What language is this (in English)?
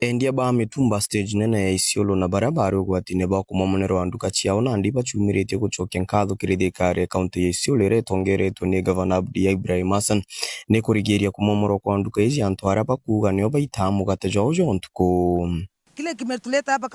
Meru